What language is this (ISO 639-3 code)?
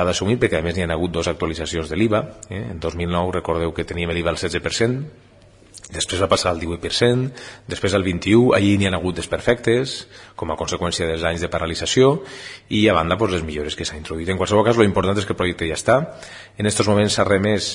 cat